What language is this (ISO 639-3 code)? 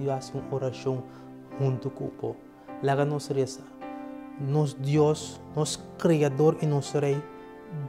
pap